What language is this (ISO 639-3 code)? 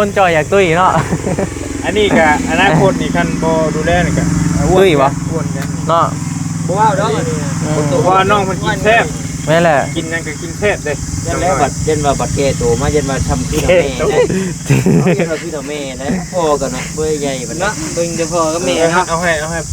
tts